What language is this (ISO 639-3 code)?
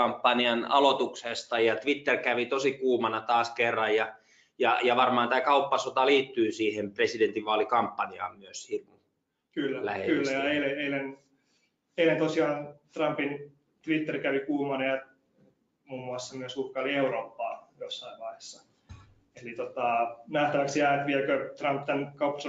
fin